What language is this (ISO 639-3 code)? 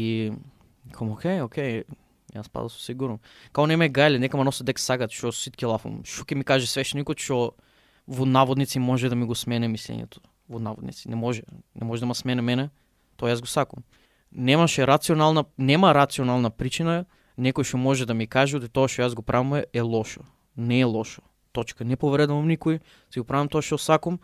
mkd